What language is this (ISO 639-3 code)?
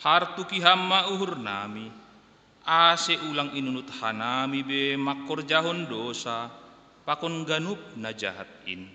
bts